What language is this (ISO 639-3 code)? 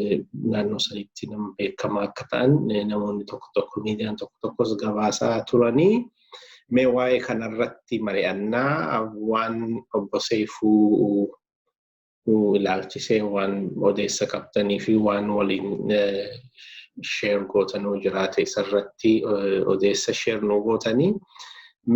orm